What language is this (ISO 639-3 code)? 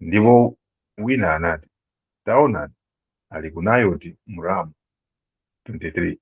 nya